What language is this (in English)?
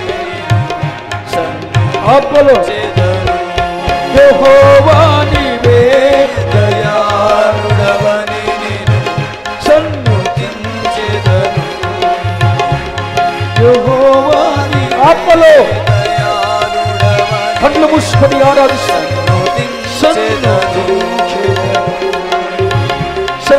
Telugu